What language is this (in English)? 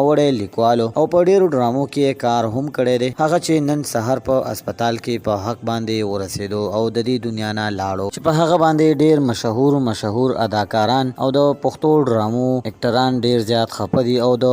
Pashto